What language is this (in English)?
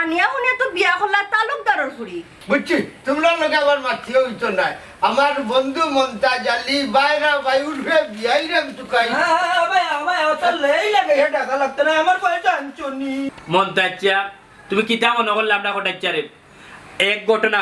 Sylheti